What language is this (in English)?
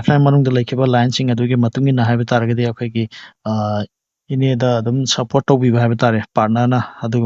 Manipuri